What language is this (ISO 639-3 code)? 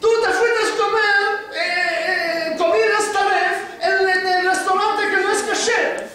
lad